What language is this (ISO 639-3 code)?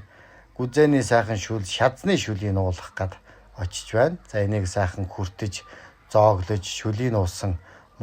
mon